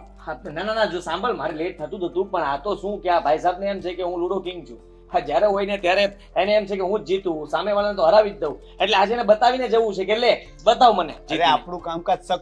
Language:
Gujarati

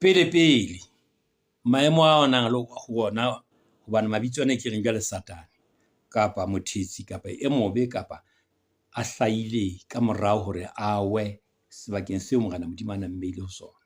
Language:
Southern Sotho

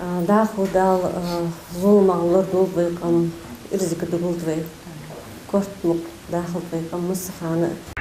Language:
Ingush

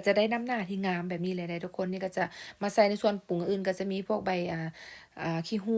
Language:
Lao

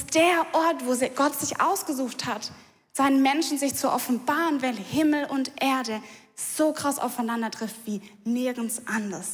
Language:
Swiss German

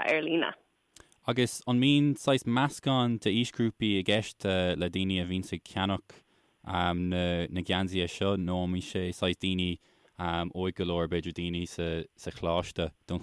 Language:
Irish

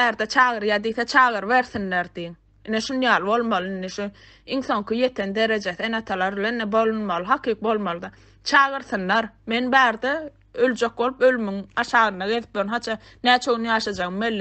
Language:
Turkmen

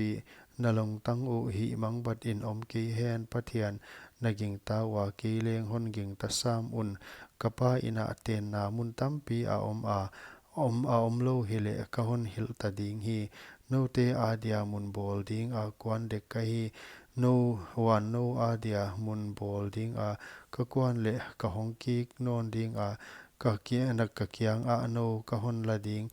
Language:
Paite Chin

